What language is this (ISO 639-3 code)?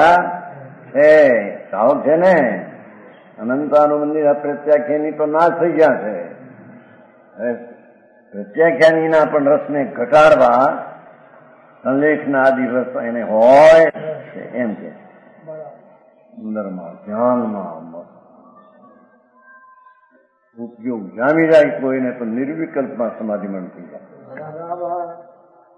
guj